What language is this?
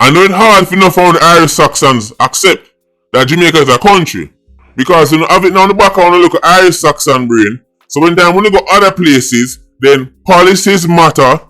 Jamaican Creole English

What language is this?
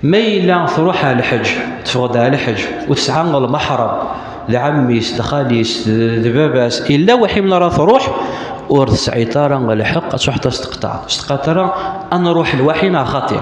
Kabyle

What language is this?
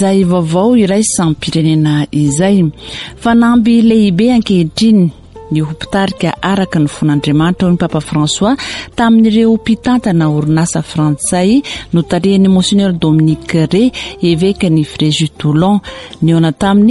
Malagasy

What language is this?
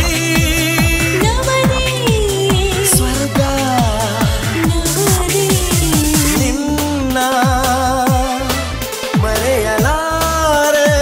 Kannada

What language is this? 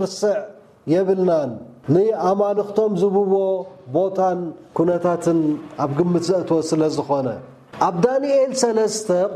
Tigrinya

